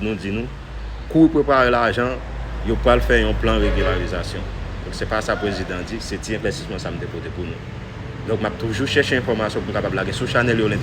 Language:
Haitian Creole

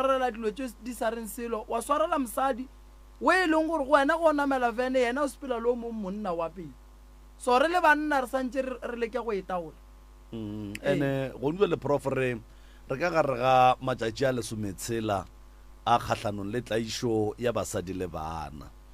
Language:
Northern Sotho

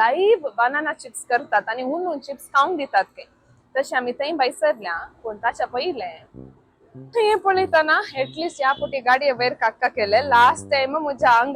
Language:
Konkani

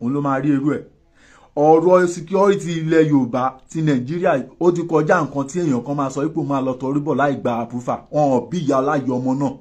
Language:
Yoruba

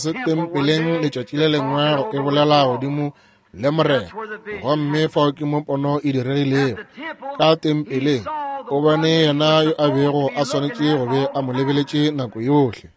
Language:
Northern Sotho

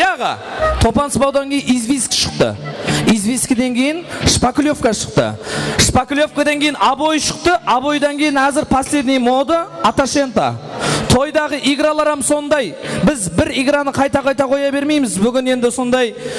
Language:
Kara-Kalpak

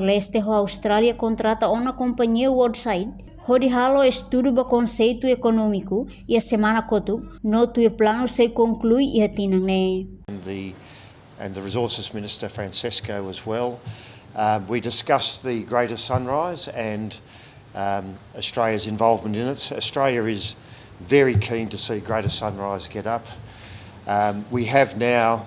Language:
Tetum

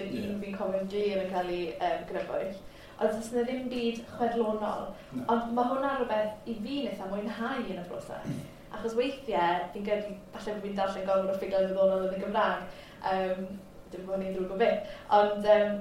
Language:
Welsh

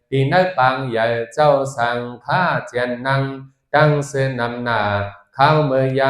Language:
Shan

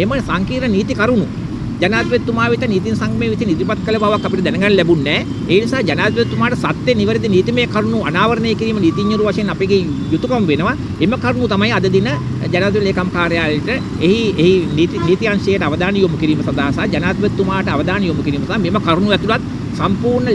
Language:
Sinhala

